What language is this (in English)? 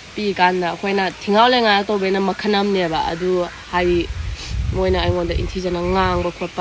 Manipuri